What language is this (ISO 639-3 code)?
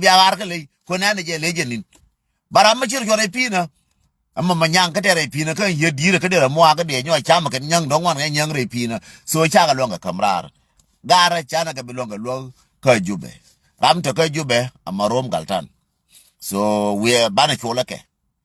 nus